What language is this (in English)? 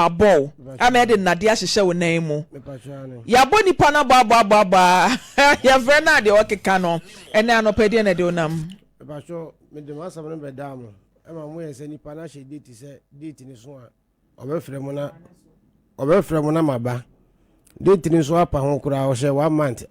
Akan